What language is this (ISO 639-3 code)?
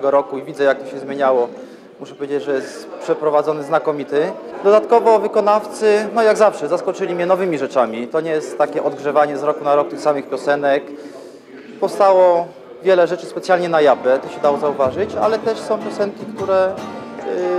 pol